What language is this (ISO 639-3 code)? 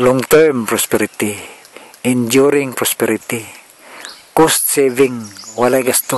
ceb